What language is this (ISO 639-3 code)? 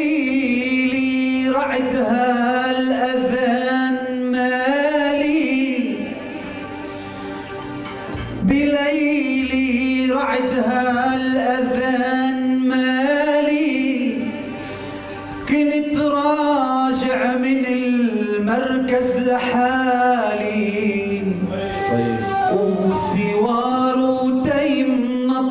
apc